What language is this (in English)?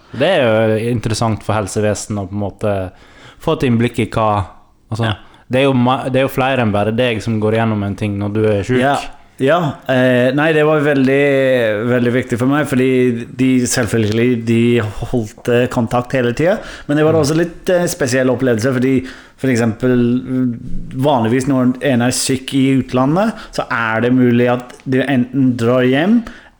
Norwegian